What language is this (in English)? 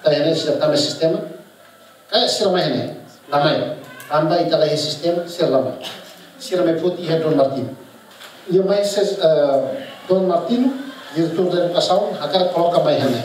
Tetum